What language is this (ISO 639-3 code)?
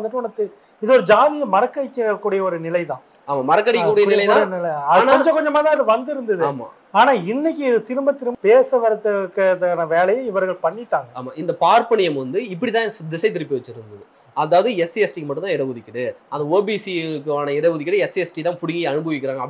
tam